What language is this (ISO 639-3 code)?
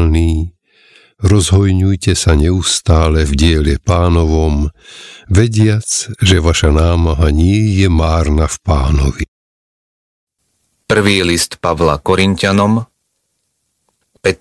slk